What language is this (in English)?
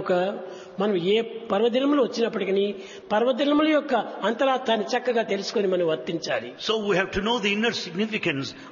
Telugu